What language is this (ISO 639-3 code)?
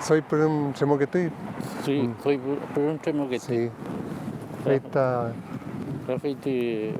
arn